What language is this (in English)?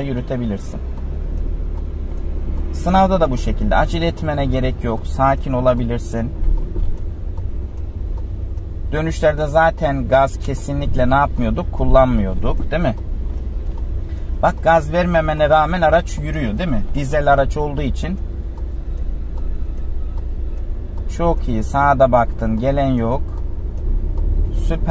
Turkish